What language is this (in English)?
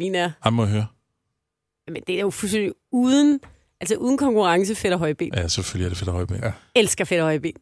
Danish